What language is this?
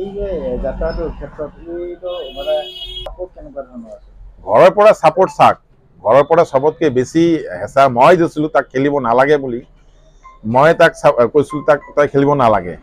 Assamese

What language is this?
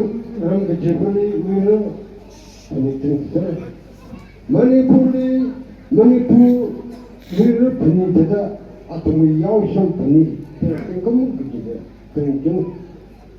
Tangkhul Naga (India)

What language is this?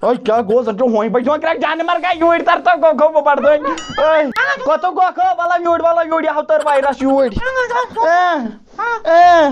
Kashmiri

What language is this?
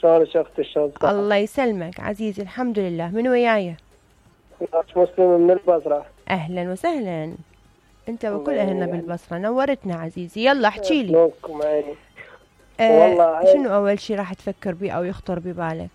Mesopotamian Arabic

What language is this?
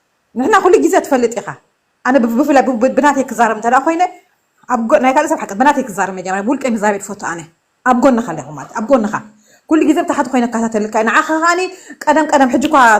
Tigrinya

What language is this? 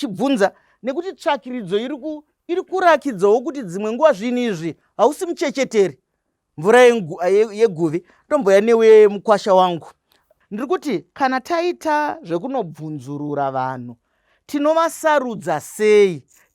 Shona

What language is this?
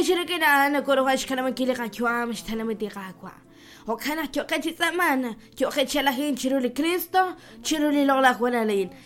Kekchí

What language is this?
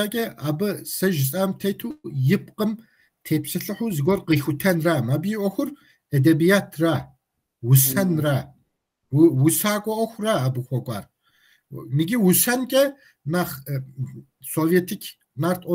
Kabardian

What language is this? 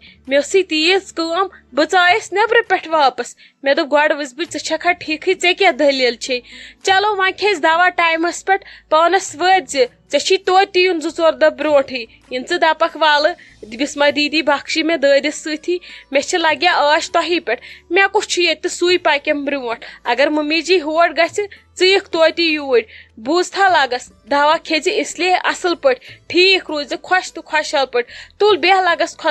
Kashmiri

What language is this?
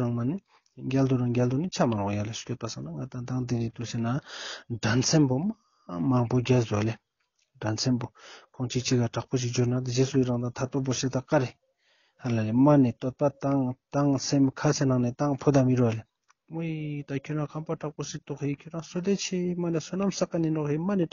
Ladakhi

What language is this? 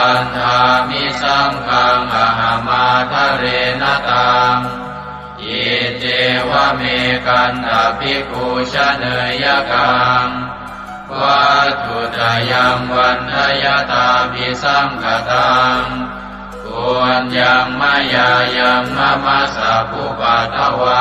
Pali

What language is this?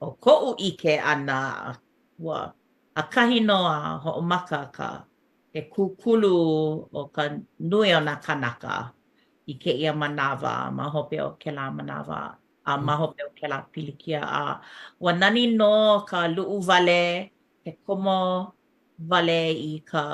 Hawaiian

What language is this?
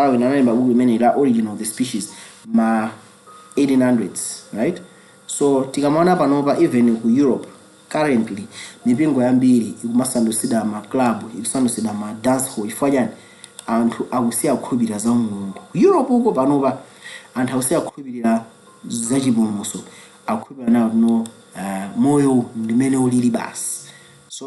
Nyanja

